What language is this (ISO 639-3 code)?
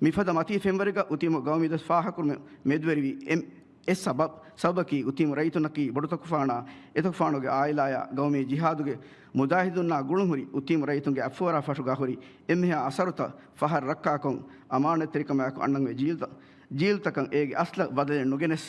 div